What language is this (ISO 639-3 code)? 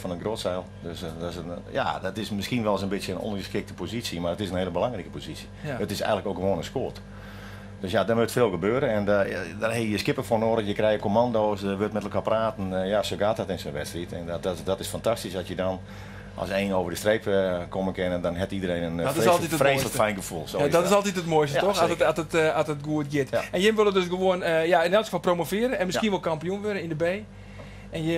fry